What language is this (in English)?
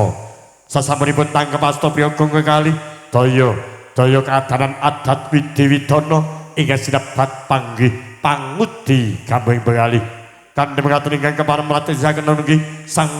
Javanese